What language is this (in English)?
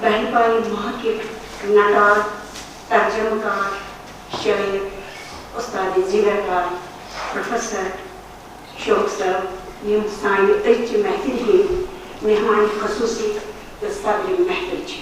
Kashmiri